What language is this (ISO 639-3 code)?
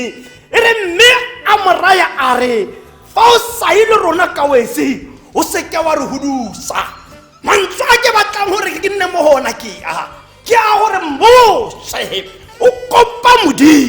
tsn